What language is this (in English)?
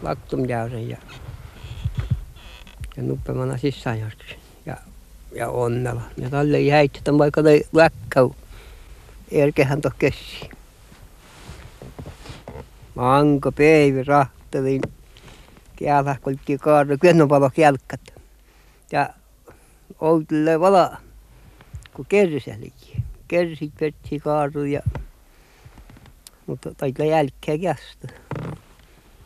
Finnish